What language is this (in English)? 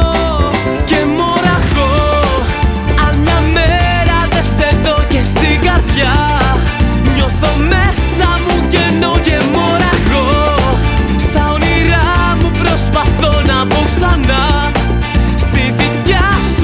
Greek